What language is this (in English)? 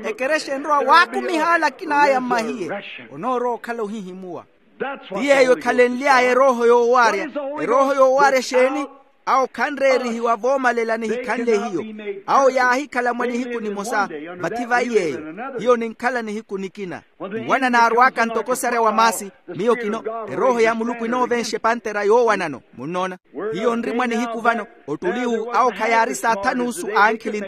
Makhuwa